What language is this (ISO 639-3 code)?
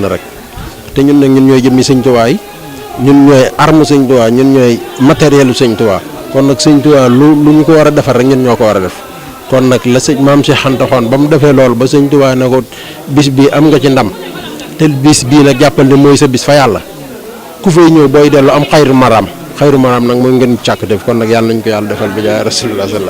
wol